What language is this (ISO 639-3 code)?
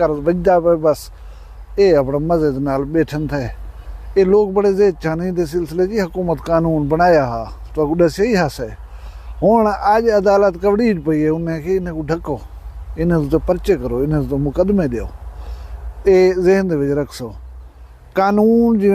skr